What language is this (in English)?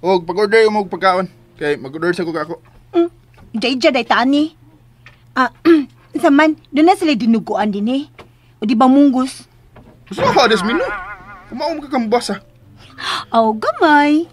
Cebuano